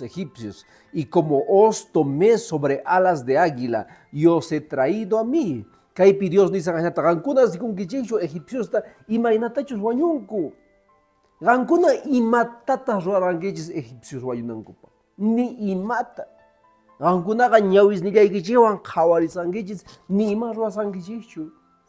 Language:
Quechua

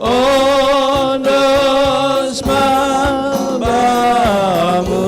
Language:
Batak Simalungun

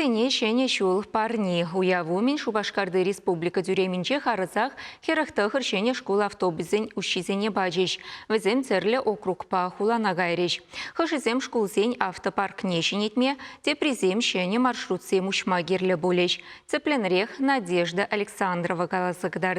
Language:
Chuvash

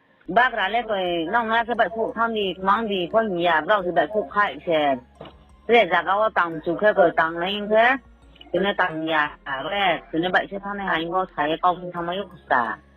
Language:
Riang (India)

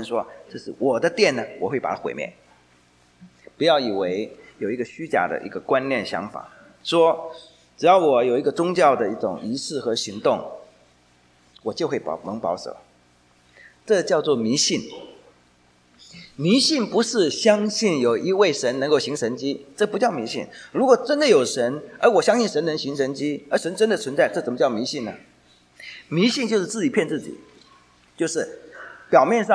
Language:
Chinese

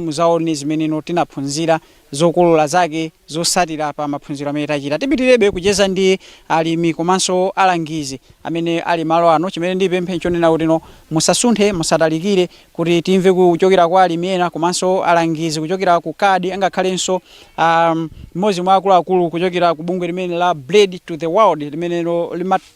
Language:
Nyanja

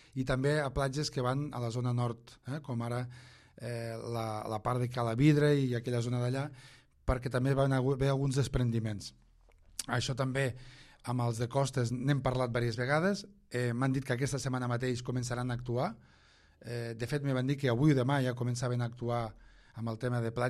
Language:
Catalan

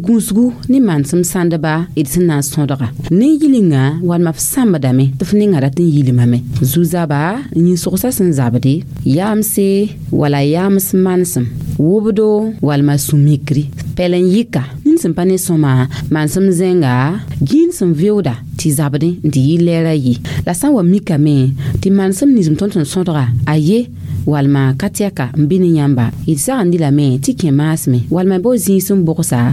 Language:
Mossi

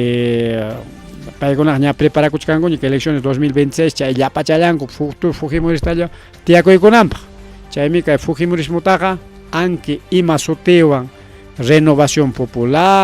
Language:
Ayacucho Quechua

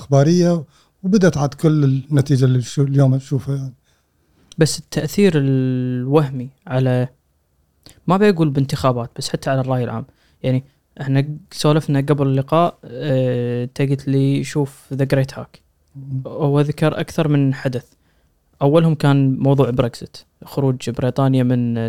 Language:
Gulf Arabic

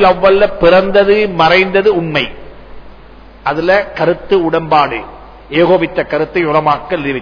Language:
Tamil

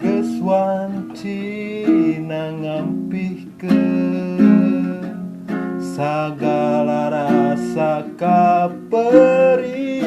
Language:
Sundanese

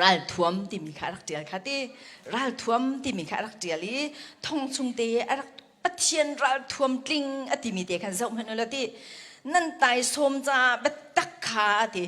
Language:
Hakha Chin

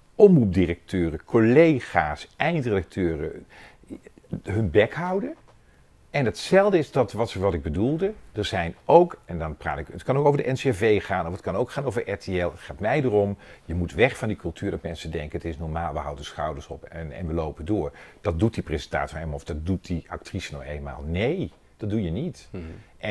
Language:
Dutch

